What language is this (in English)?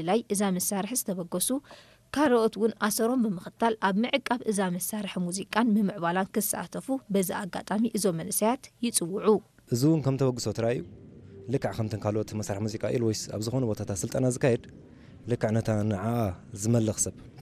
Tigrinya